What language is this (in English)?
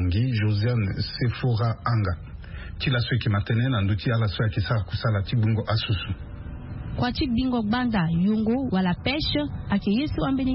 Sango